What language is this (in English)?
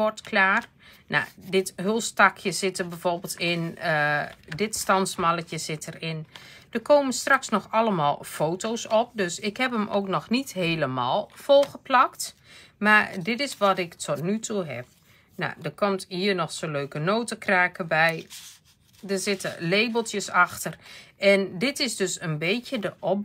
Dutch